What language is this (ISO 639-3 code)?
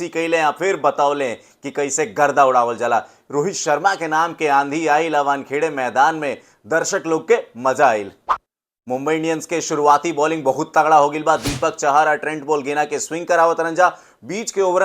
bho